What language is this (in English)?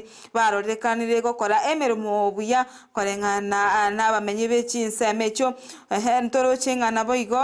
Gusii